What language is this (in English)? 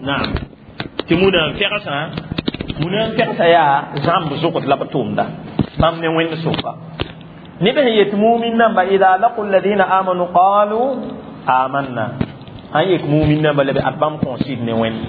Mossi